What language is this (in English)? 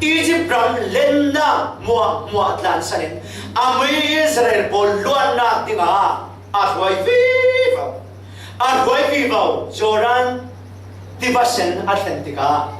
Falam Chin